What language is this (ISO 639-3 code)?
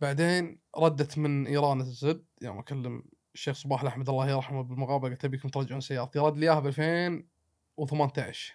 afb